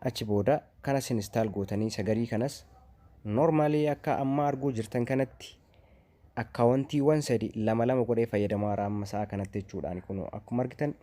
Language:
Oromo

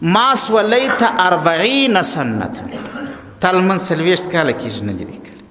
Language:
Pashto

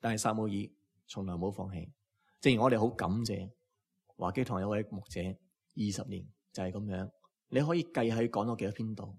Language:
Cantonese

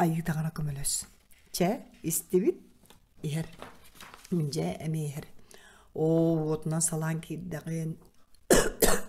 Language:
Yakut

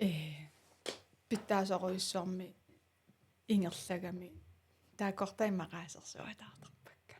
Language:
Kalaallisut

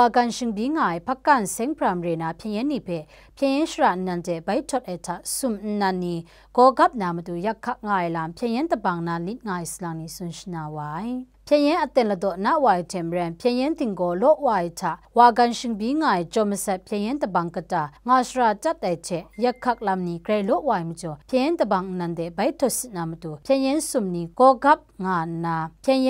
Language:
Kachin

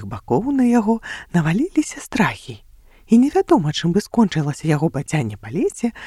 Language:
Belarusian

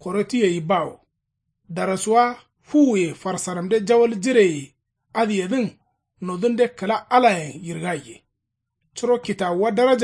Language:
Kanuri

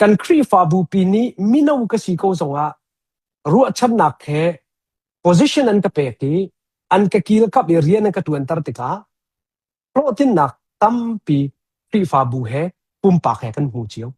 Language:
Hakha Chin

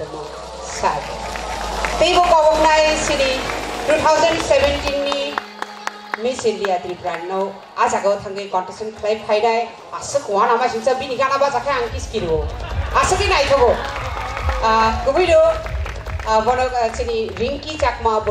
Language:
Kok Borok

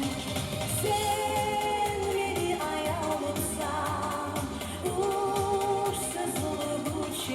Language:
Kumyk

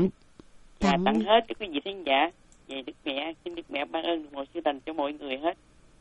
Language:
Vietnamese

